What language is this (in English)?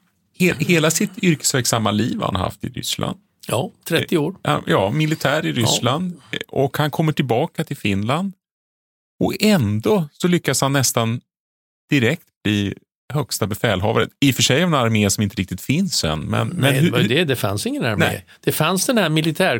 Swedish